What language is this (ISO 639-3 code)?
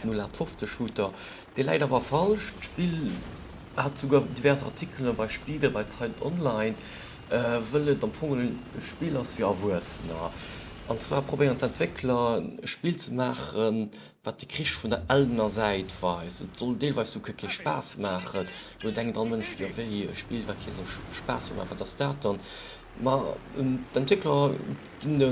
ltz